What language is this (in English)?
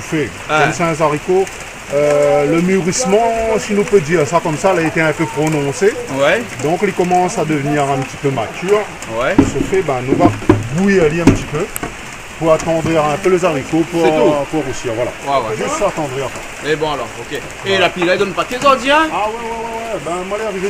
Réunion Creole French